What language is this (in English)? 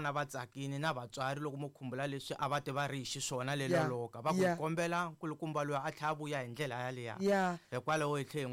Tsonga